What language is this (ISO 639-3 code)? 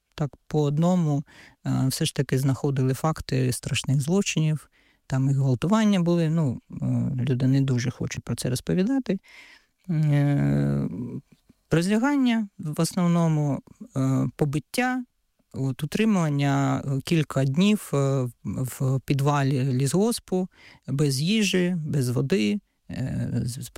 ukr